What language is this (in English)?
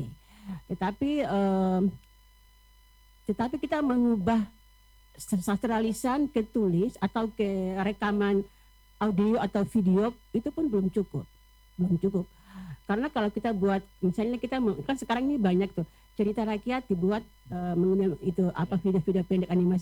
Indonesian